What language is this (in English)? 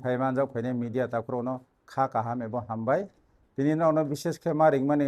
Kok Borok